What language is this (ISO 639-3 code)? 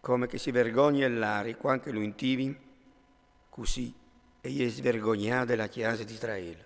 fur